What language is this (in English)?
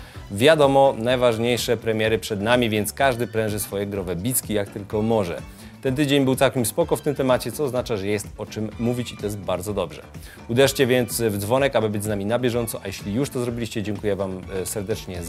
Polish